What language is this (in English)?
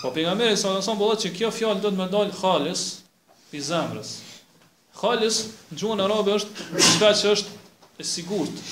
Albanian